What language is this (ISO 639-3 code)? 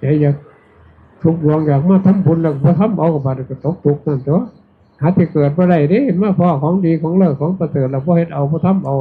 tts